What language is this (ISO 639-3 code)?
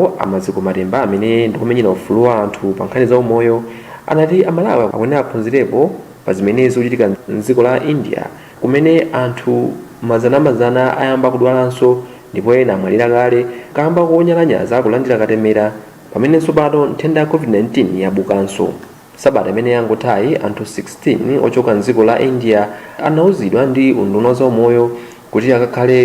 nya